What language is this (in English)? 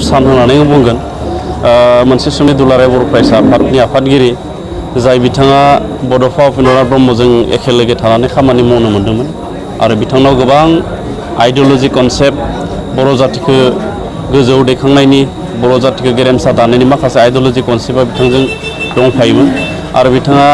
Bodo